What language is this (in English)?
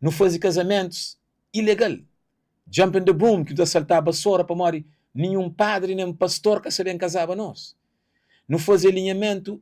Kabuverdianu